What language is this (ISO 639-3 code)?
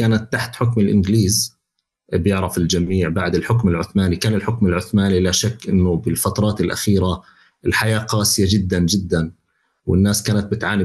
apc